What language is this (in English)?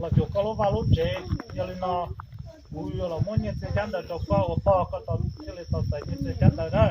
Hmong